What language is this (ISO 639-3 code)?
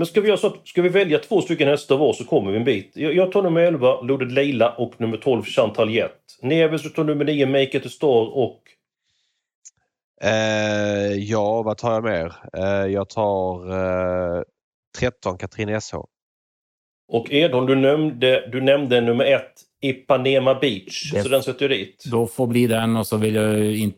swe